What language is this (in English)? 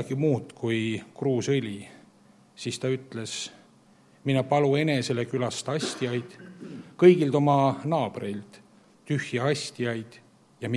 Estonian